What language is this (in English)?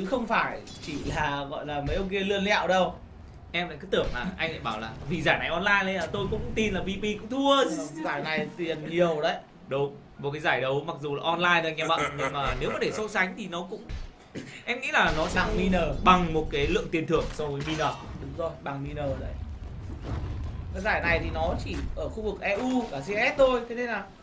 Vietnamese